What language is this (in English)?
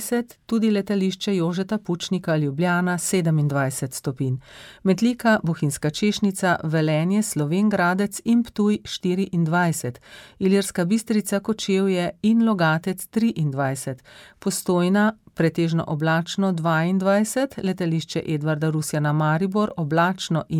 Slovenian